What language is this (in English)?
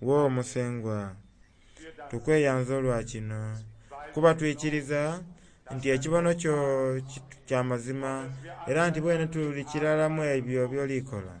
Soga